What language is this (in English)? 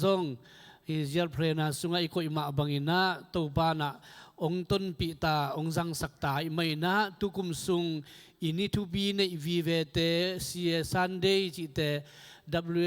Tedim Chin